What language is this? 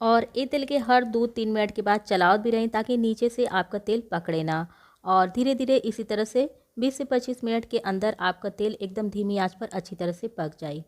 Bhojpuri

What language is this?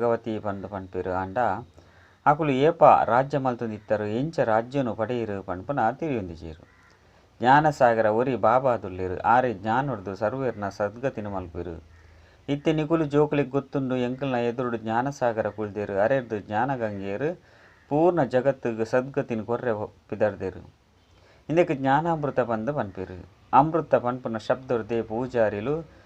Tulu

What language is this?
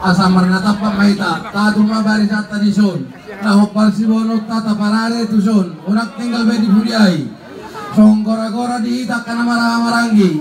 Batak Toba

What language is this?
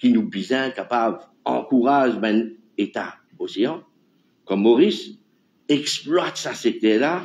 Morisyen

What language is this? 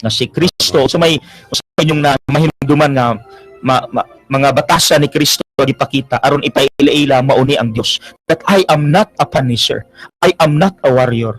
Cebuano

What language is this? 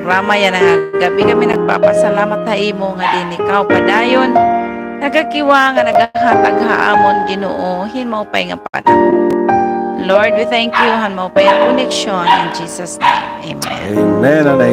Waray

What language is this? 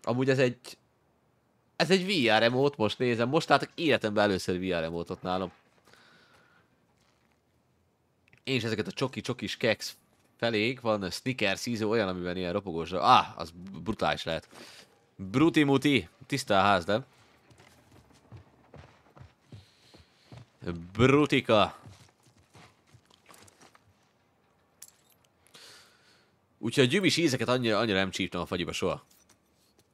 Hungarian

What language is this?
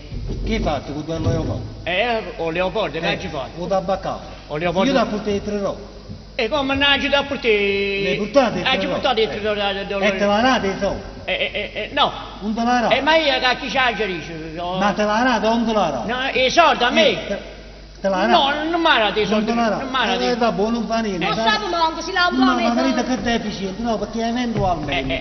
Neapolitan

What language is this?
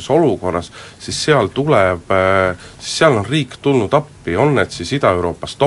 Estonian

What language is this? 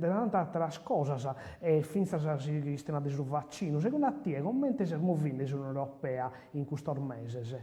Sardinian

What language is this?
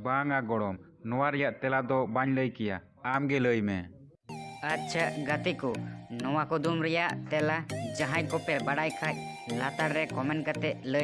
Santali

